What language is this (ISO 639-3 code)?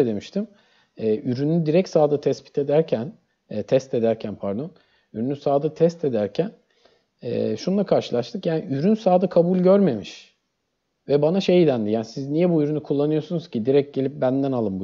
tur